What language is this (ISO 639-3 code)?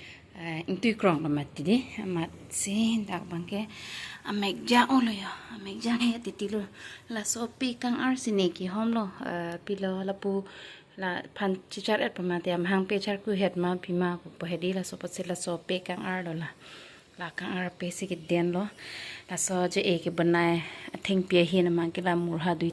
mjw